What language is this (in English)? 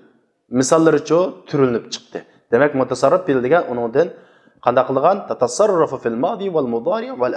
Uyghur